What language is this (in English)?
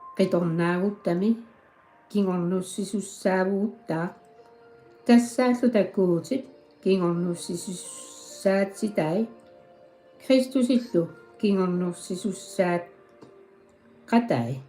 Kalaallisut